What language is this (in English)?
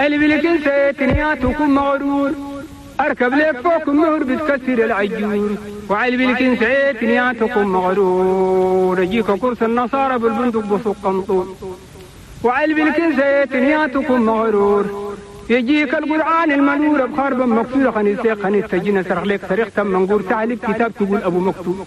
Chadian Arabic